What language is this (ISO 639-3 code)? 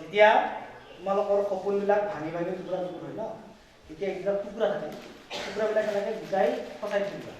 asm